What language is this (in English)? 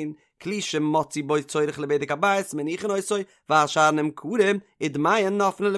Yiddish